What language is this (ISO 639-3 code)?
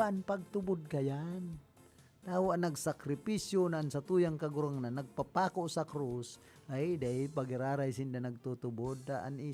bik